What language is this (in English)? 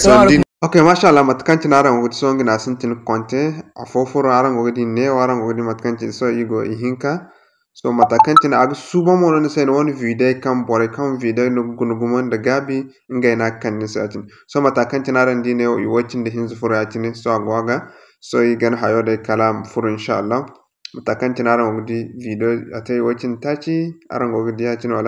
Zarma